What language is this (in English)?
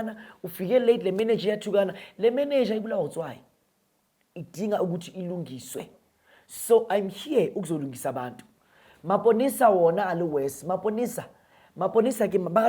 Zulu